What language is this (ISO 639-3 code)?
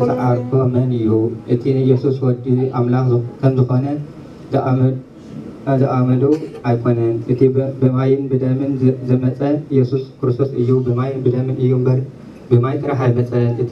tir